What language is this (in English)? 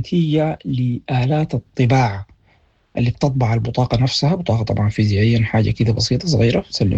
Sudanese Arabic